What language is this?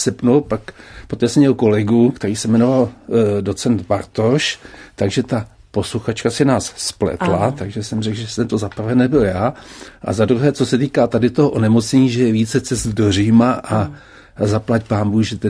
Czech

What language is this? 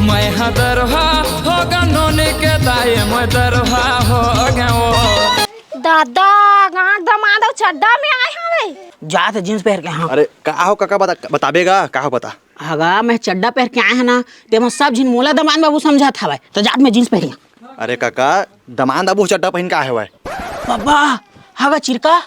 Chhattisgarhi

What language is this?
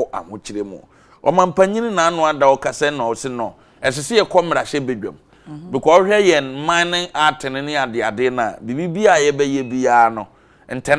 Akan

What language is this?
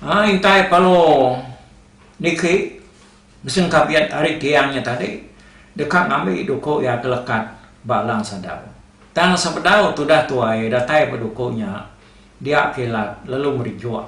Iban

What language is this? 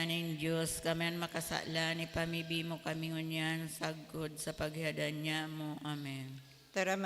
Bikol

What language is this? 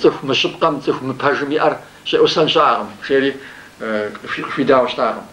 Kabardian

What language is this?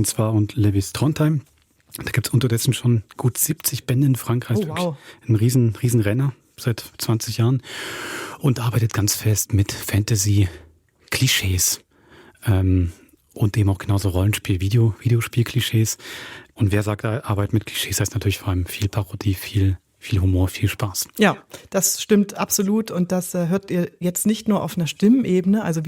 Swiss German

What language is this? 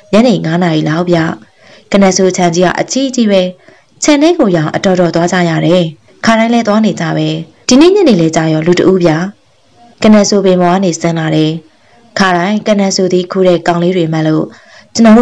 Burmese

